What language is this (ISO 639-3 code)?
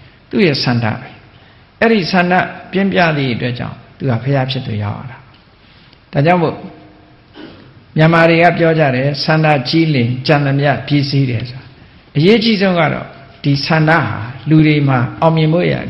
mya